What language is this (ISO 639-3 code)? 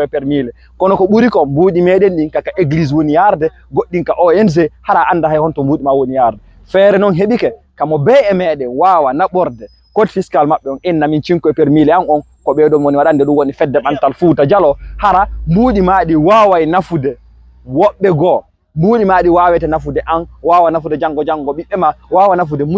ful